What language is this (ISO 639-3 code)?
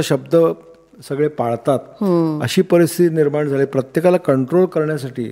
mar